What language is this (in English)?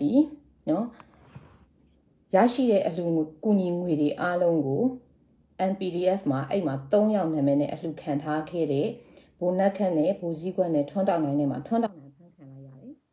Burmese